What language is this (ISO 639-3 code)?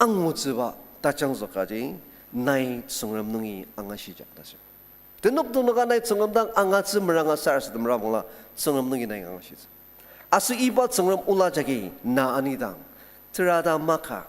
njo